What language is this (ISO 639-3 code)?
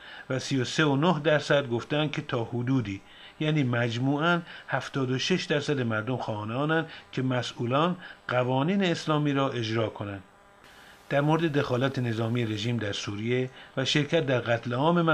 fas